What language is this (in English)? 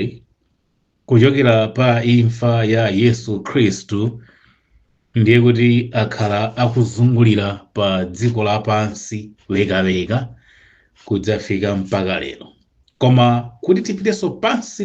Nyanja